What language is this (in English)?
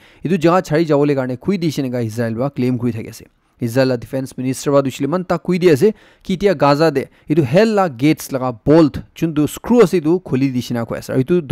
Naga Pidgin